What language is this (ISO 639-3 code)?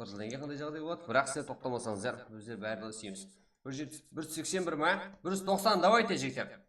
kaa